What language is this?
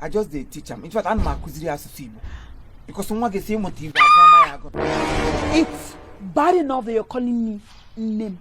Igbo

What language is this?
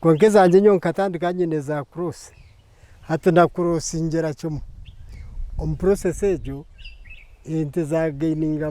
Nyankole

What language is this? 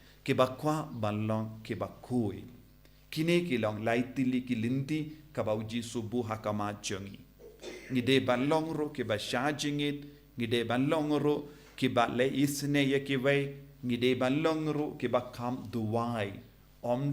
Khasi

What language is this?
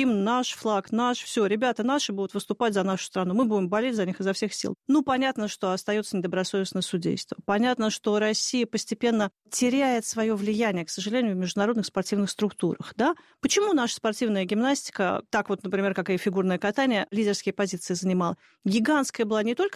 Russian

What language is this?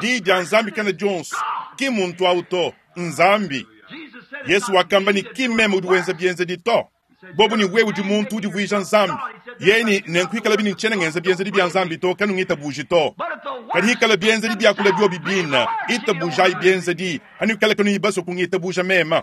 Luba-Lulua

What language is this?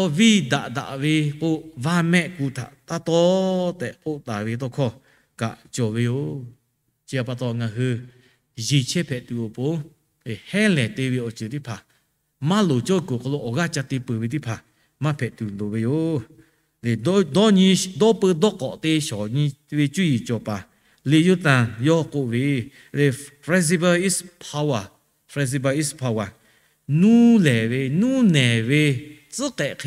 Lahu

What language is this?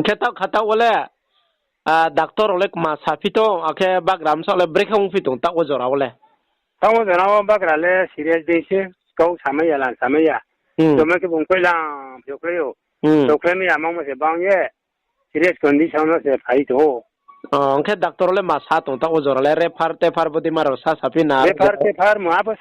Riang (India)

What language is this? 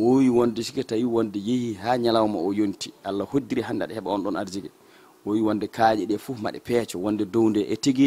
Fula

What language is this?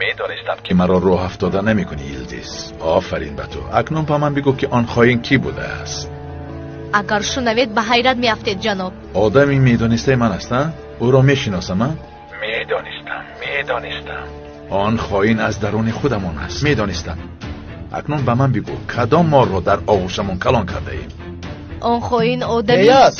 Tajik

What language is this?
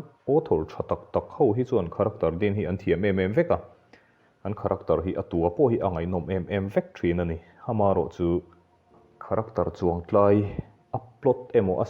Mizo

